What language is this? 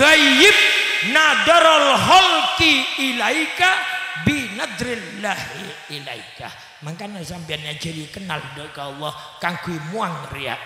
Madurese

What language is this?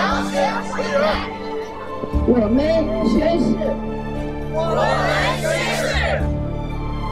Chinese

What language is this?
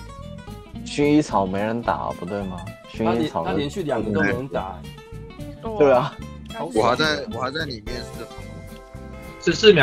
Chinese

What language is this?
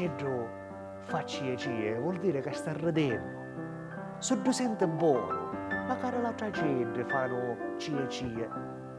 Sicilian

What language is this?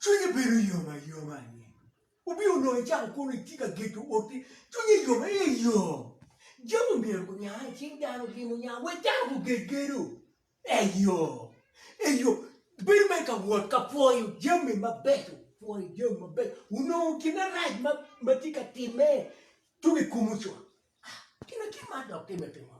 Acoli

